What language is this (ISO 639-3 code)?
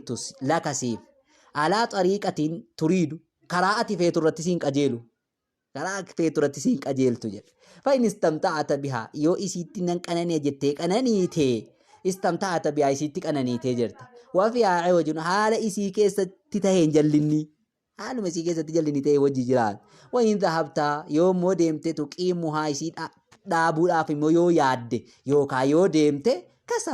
orm